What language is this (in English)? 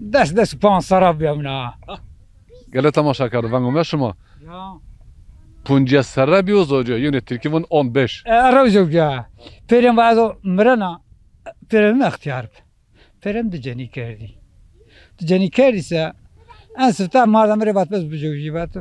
Zaza